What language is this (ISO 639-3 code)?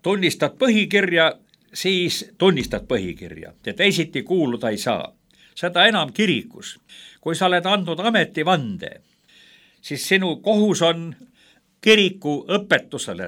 est